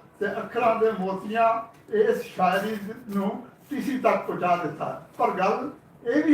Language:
Western Panjabi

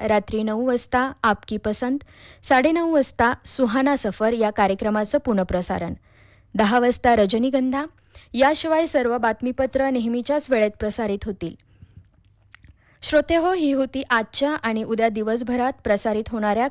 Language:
Marathi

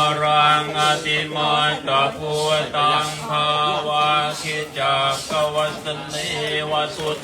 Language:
Pali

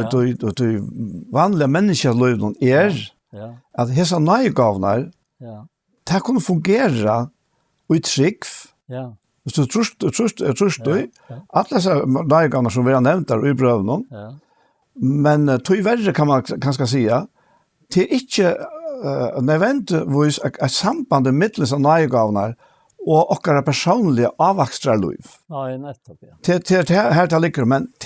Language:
Faroese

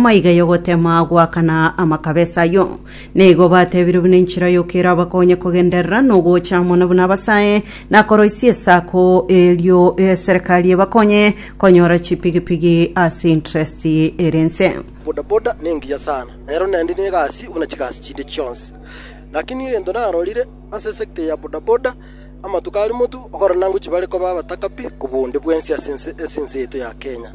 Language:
Gusii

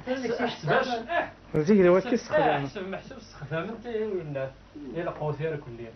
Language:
Kabyle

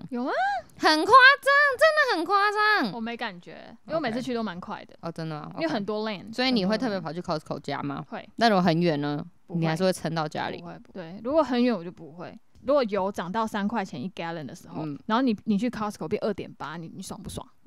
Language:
Chinese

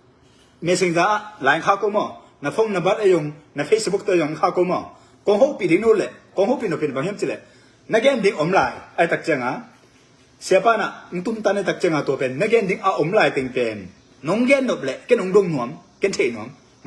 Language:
Tedim Chin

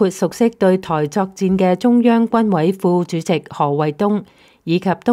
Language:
Cantonese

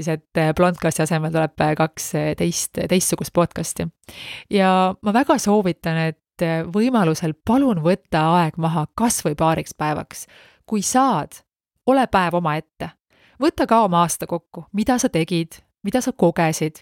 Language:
Estonian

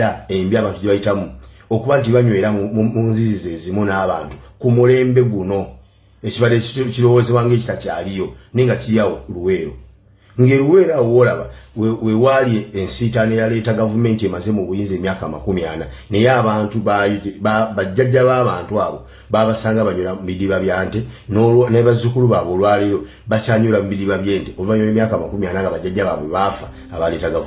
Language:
Ganda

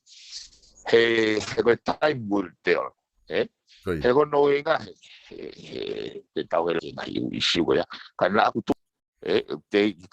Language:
Tongan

